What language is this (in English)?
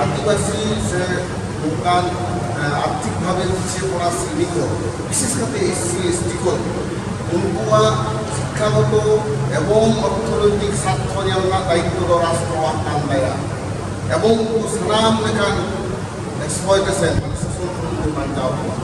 Santali